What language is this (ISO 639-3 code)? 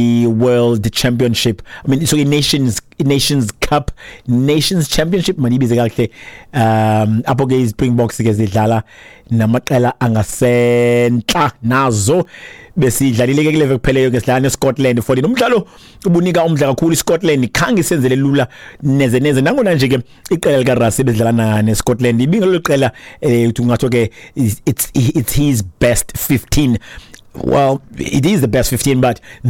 xho